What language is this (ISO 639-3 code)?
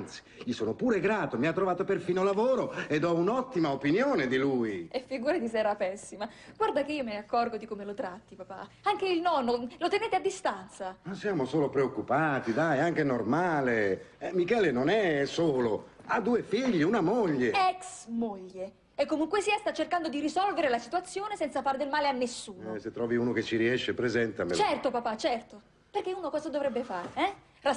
ita